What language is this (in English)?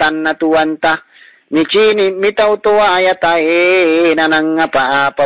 Makasar